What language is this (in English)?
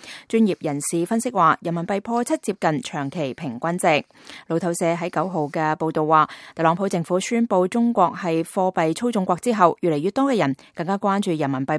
Cantonese